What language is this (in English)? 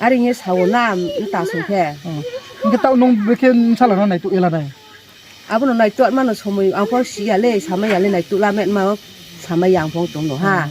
Riang (India)